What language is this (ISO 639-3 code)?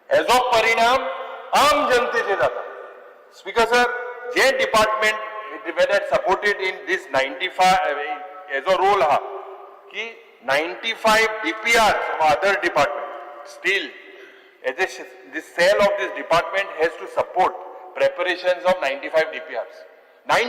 kok